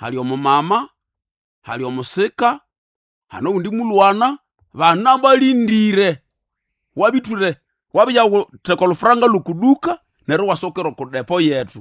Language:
Nande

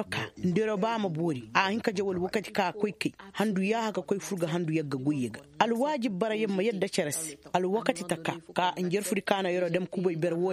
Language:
Koyraboro Senni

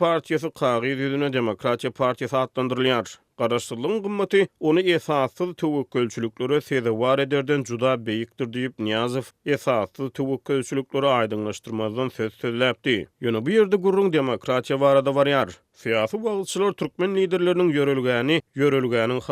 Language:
Turkmen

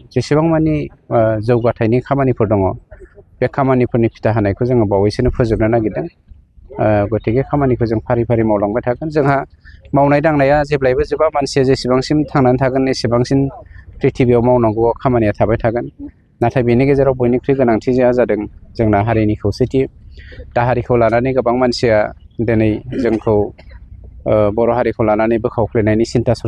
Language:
Bodo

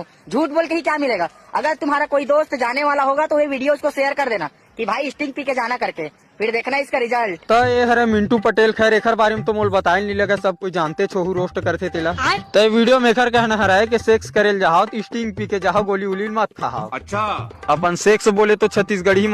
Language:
Chhattisgarhi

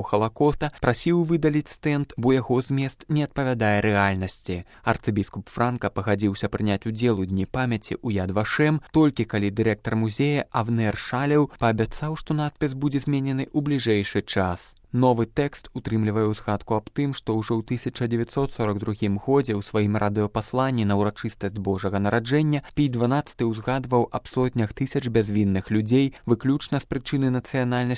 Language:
Belarusian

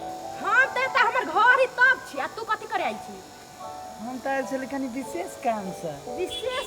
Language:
Maithili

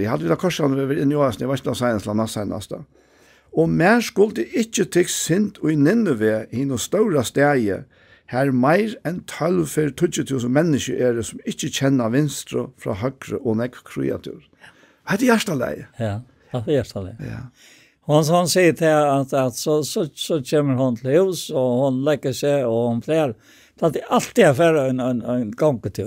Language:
Faroese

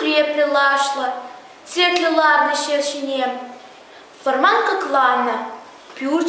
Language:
Chuvash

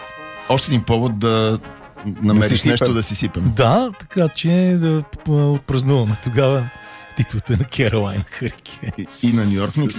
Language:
Bulgarian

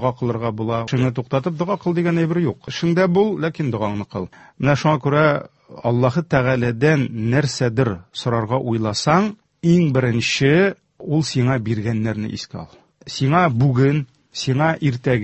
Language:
Tatar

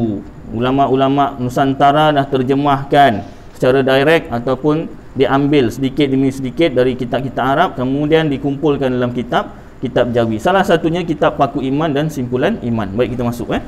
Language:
Malay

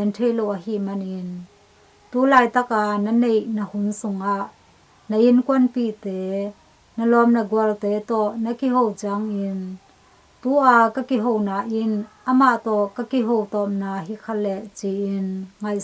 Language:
Tedim Chin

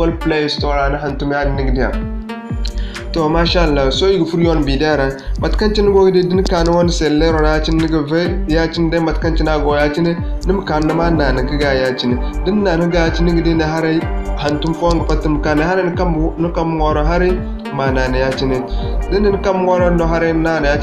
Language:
Zarma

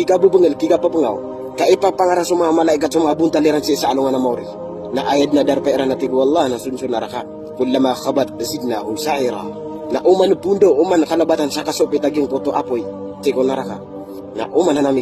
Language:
Maranao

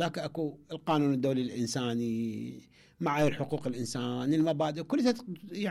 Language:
Mesopotamian Arabic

